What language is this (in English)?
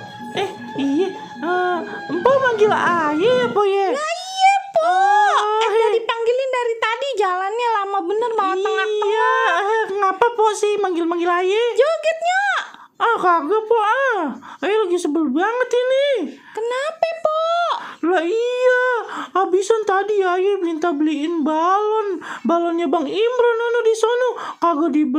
Betawi